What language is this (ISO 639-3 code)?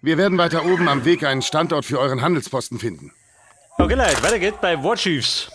bar